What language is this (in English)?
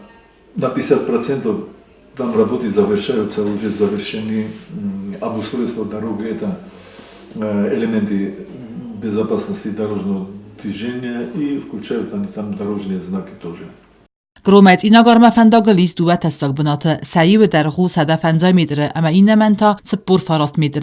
Ossetic